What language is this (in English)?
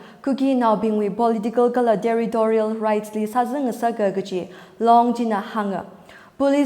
Tangkhul Naga (India)